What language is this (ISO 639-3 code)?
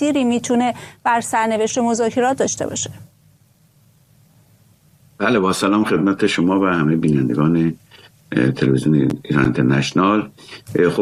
fas